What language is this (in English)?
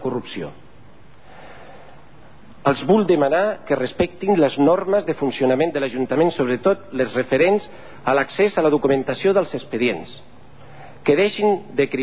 Catalan